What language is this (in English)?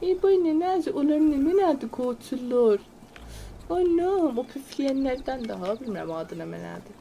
South Azerbaijani